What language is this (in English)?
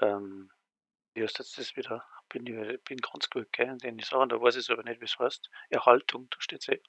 Bavarian